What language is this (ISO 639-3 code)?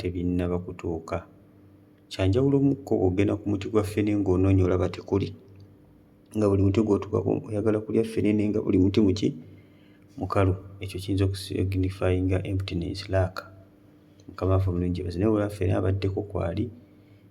lug